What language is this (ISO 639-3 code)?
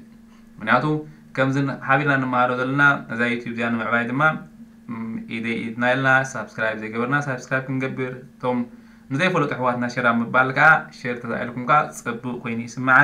tir